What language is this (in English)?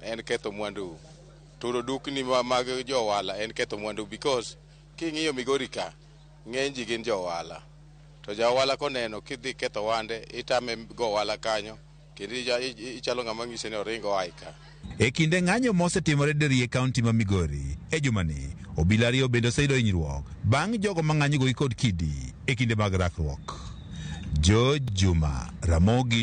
Luo (Kenya and Tanzania)